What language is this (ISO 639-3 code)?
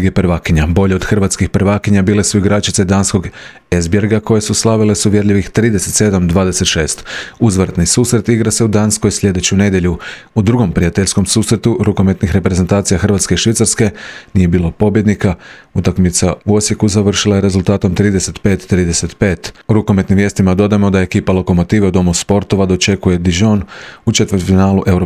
hrv